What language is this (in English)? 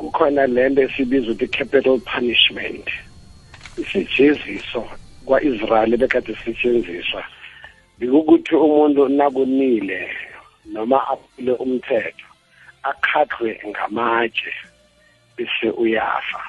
South Ndebele